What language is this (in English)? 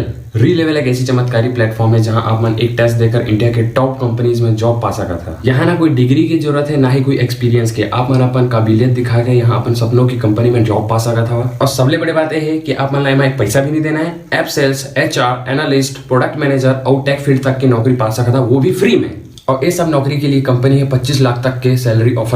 Chhattisgarhi